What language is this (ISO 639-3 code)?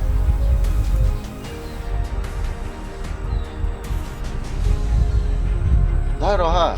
pmx